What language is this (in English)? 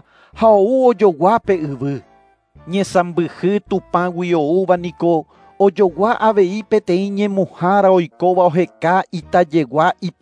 Guarani